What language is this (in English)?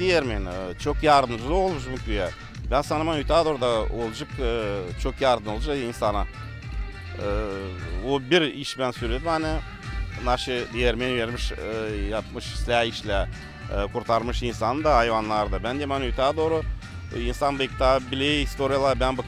Gagauz